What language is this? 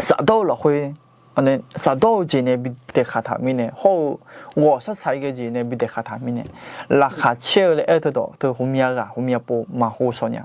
Akha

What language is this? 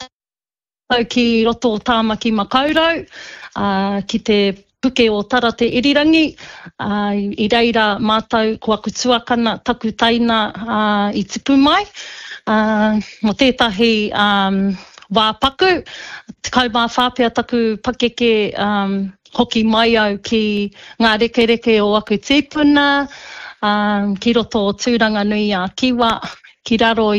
Māori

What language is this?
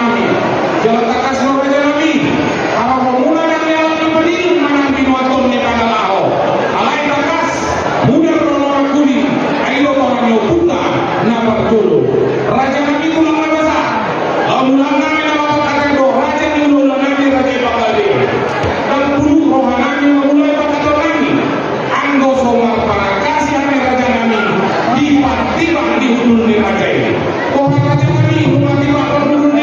Batak Toba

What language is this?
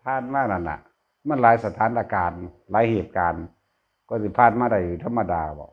Northeastern Thai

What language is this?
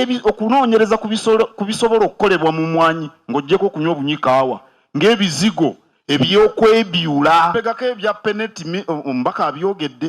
Soga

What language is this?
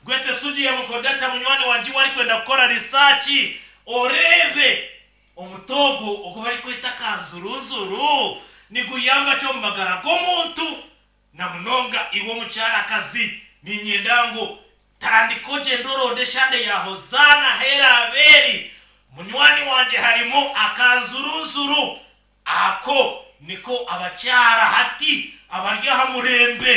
Nyankole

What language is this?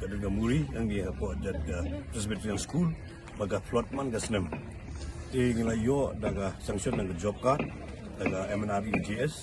Khasi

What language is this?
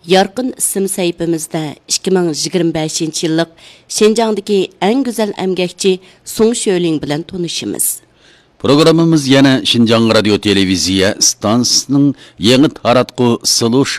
Uyghur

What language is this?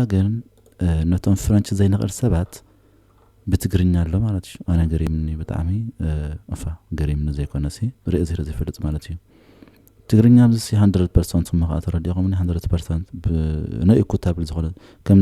Tigrinya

